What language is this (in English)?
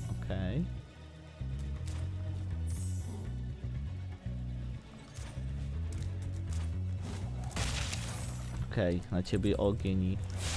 Polish